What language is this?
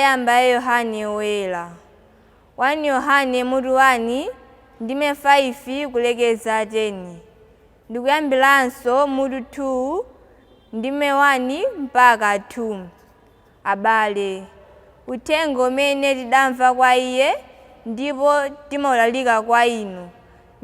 Nyanja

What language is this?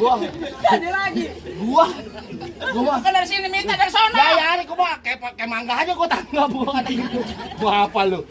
Betawi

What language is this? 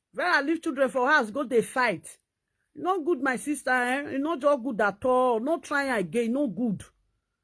Nigerian Pidgin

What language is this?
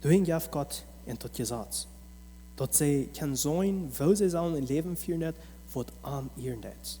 Plautdietsch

